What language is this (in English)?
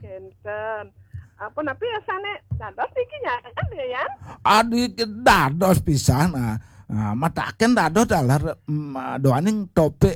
Balinese